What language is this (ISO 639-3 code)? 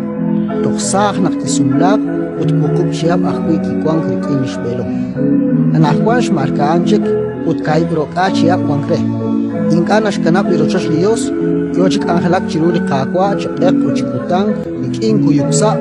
kek